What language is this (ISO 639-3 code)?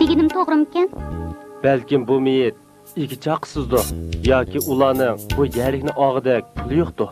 uig